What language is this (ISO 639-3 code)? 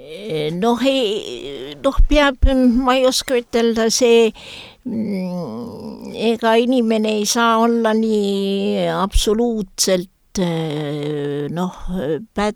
est